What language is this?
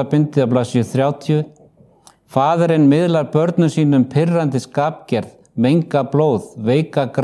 Icelandic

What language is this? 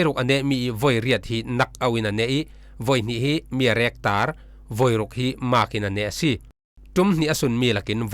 Falam Chin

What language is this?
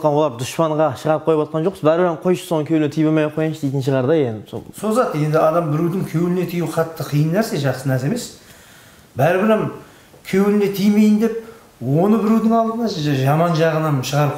Kara-Kalpak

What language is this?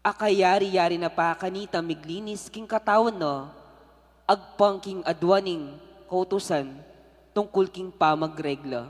Pampanga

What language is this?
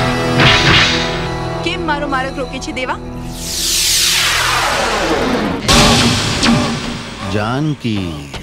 Gujarati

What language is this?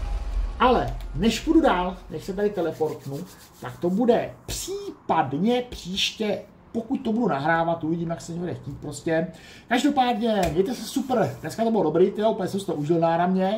Czech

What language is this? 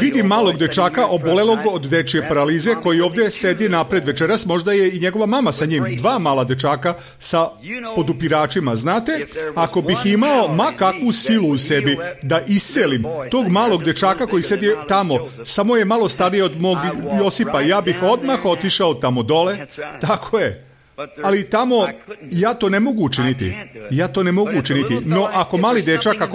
Serbian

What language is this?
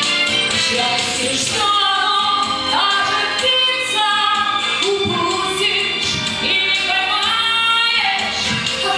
Russian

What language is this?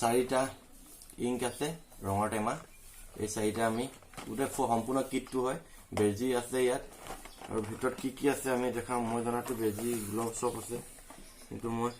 Assamese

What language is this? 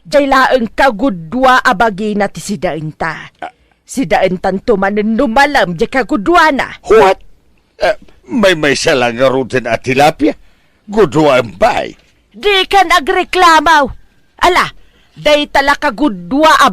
Iloko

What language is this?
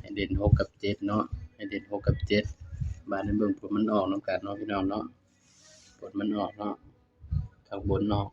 Lao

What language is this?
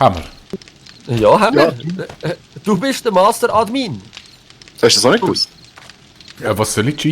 Swiss German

